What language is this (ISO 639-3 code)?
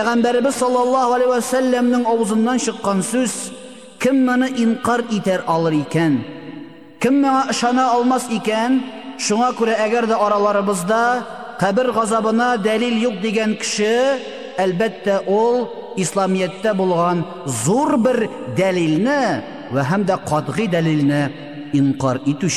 tat